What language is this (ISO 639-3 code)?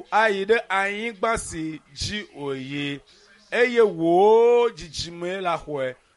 ewe